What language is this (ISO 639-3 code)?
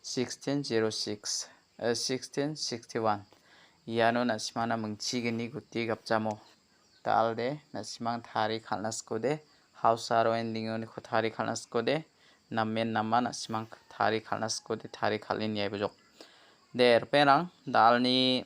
grt